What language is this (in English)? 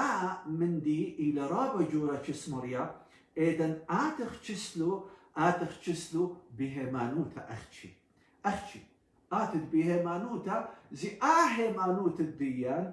Assyrian Neo-Aramaic